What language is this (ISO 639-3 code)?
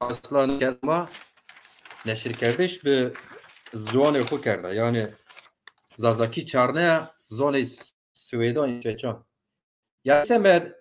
zza